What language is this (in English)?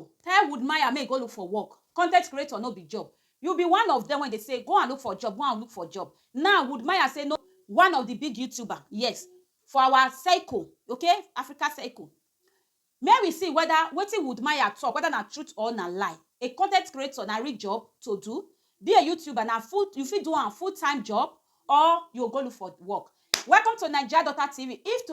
Nigerian Pidgin